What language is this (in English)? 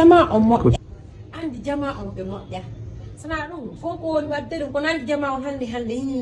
Fula